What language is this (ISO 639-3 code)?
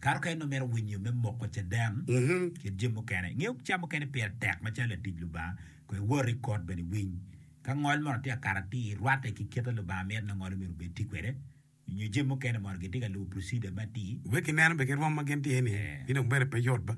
ach